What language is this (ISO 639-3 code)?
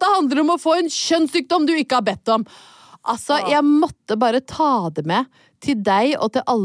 nor